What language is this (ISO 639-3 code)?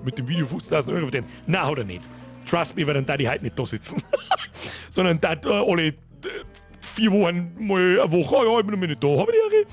bar